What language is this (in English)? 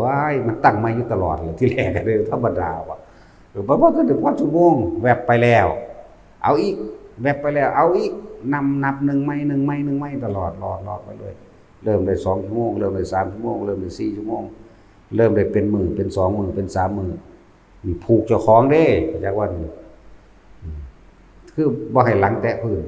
Northeastern Thai